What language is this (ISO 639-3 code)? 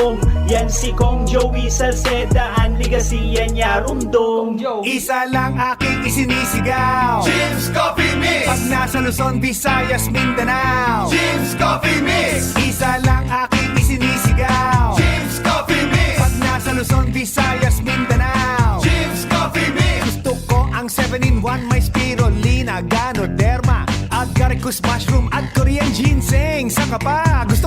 bik